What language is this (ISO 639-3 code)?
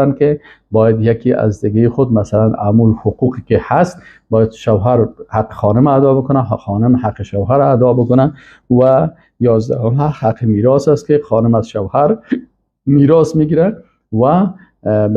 fas